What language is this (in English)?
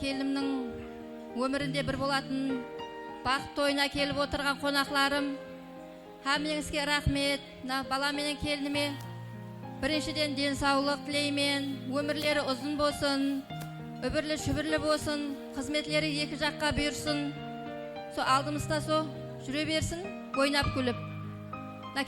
Kara-Kalpak